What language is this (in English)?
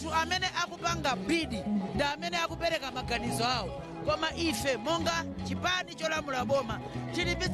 Nyanja